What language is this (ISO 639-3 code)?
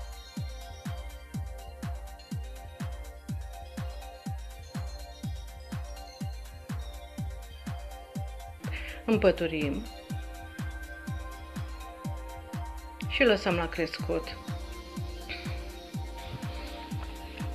ron